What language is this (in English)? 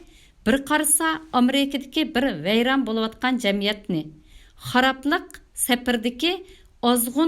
Uyghur